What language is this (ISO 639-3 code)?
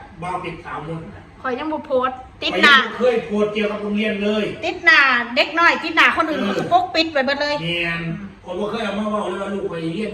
tts